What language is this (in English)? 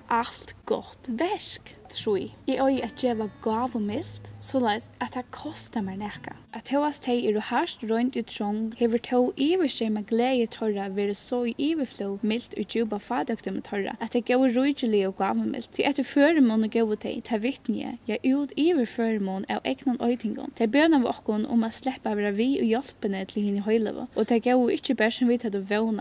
Faroese